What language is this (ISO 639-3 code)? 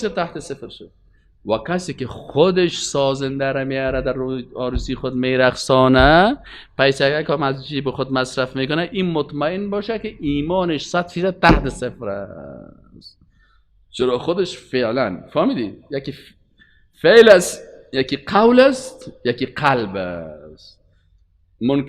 fas